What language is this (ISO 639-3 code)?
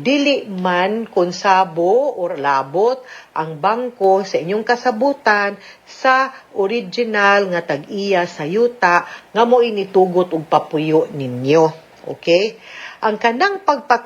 ceb